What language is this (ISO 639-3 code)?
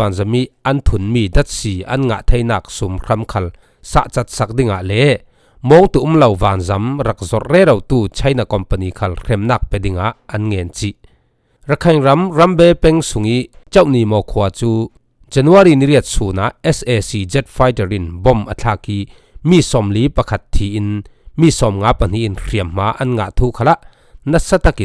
cfm